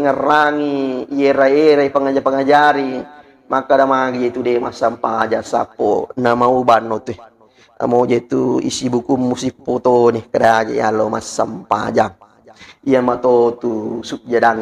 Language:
Buginese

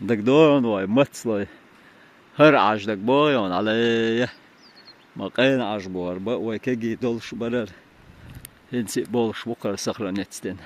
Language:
Chechen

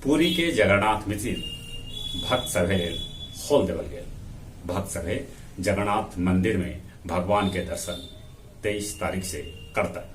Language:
Magahi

